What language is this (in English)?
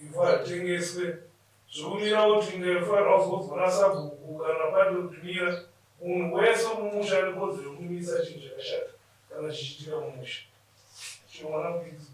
Shona